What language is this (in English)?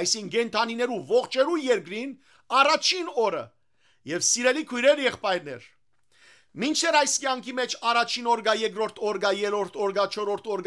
Western Armenian